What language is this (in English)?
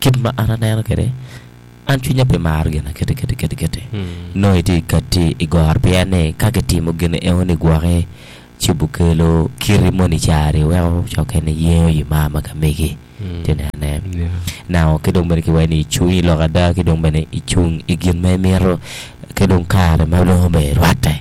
Acoli